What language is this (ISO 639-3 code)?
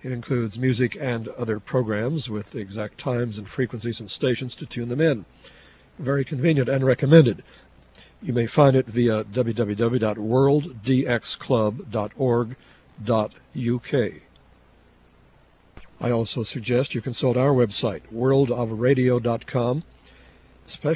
eng